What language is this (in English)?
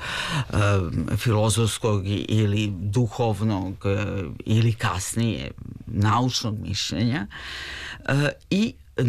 Serbian